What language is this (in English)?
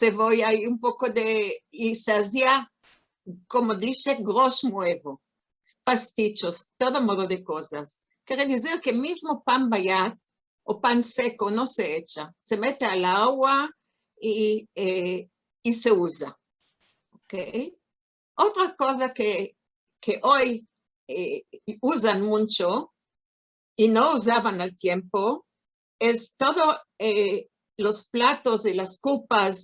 Ladino